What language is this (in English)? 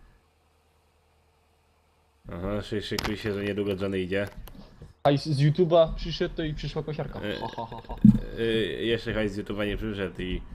Polish